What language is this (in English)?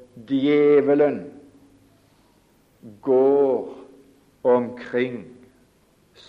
Norwegian